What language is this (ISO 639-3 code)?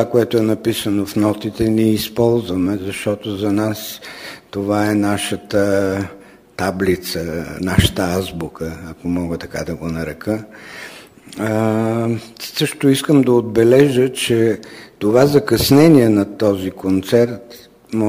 bul